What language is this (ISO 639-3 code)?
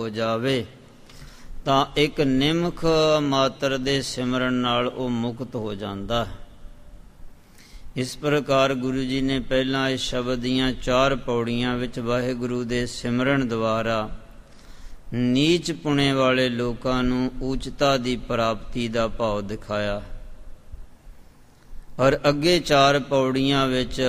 pan